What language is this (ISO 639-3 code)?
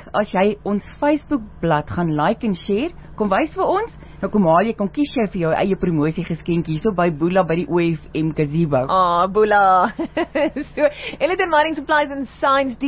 afr